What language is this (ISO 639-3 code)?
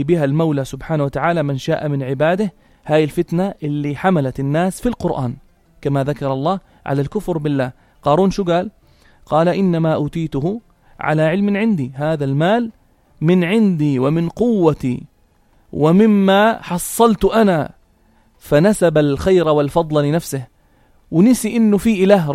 apc